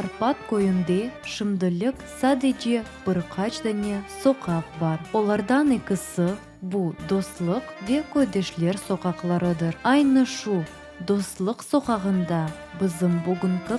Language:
Crimean Tatar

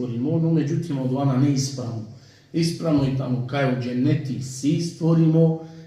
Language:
Balkan Romani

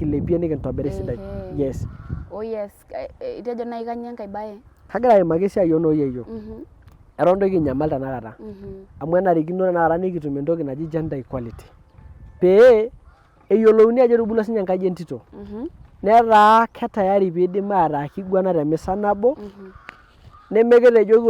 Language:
Masai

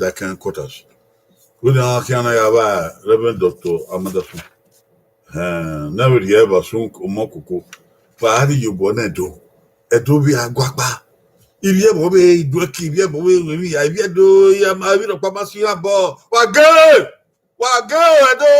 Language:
Bini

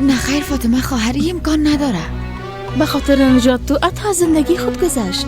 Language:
Persian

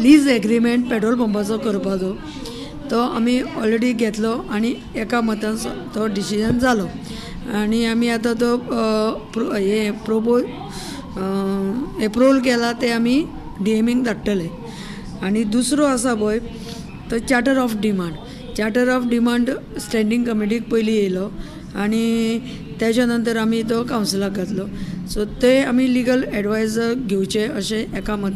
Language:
Konkani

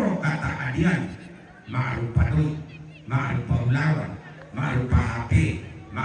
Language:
Toraja-Sa'dan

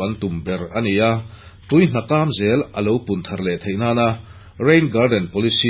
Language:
Mizo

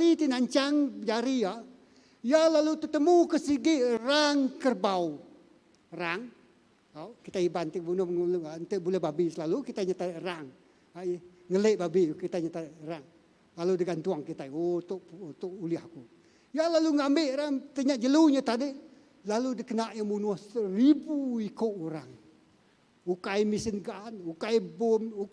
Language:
Iban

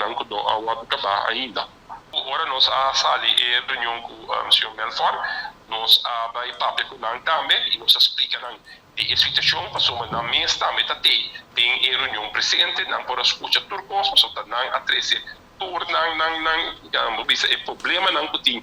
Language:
Papiamento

